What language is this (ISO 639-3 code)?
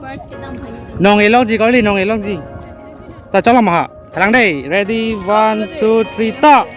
mjw